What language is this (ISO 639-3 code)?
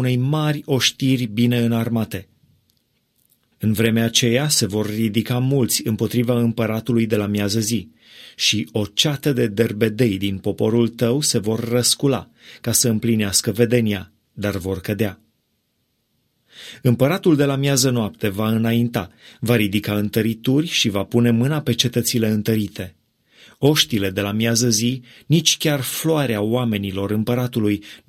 ron